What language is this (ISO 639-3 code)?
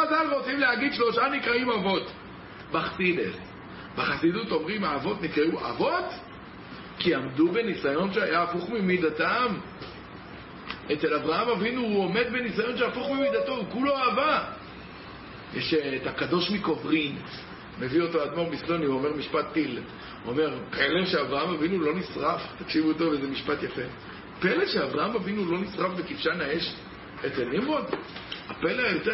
heb